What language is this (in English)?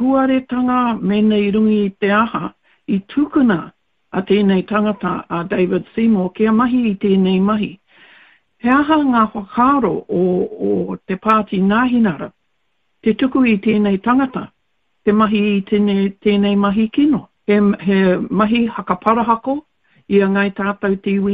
Māori